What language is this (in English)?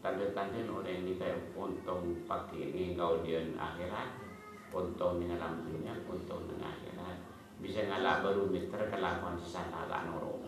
Madurese